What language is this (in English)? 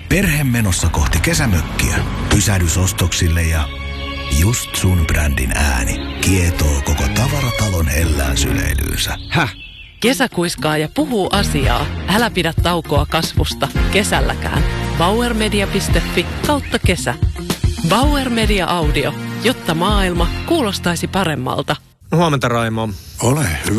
Finnish